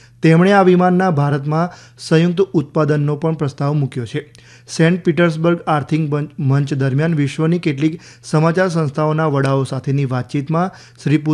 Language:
Gujarati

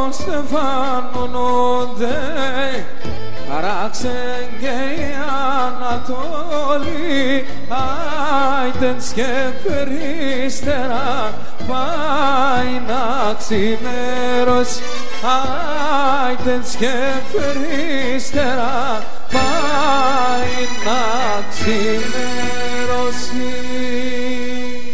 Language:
Greek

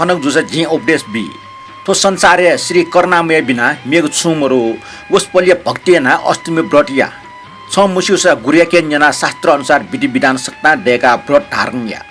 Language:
Newari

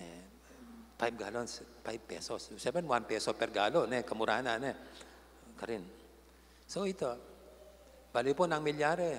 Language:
Pampanga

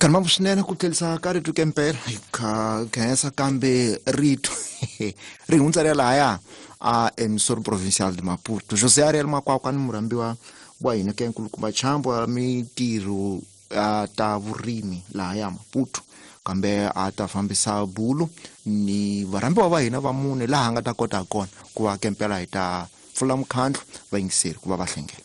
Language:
Tsonga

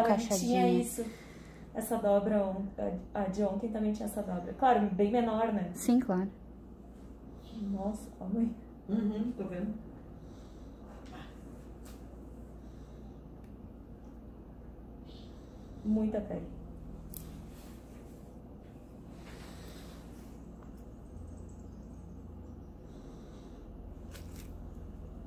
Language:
Portuguese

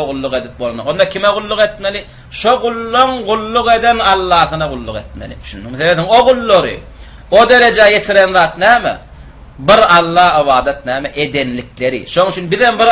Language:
Turkmen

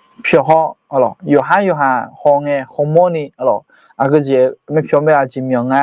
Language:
Akha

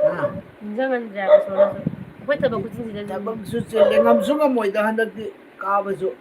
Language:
Manipuri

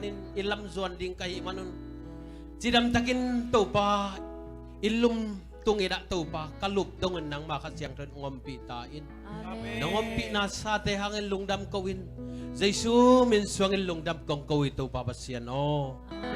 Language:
Tedim Chin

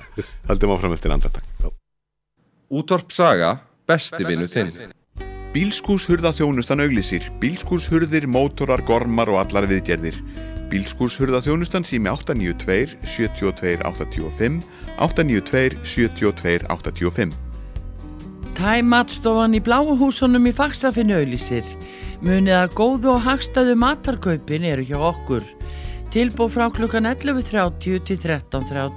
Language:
Icelandic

